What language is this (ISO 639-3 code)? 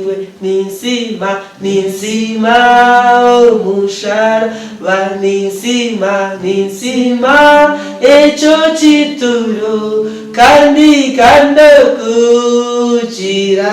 nyn